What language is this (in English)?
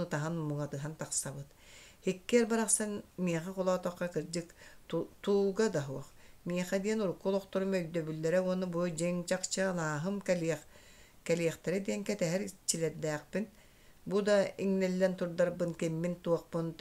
Yakut